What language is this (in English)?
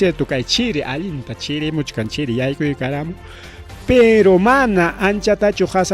Ayacucho Quechua